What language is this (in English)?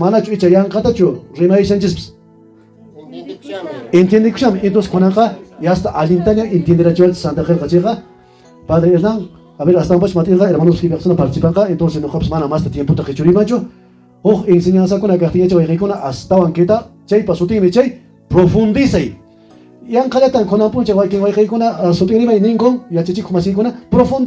Quechua